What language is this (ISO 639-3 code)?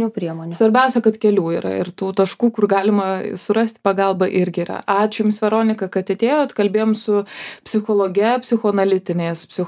lit